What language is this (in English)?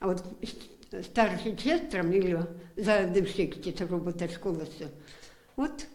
Erzya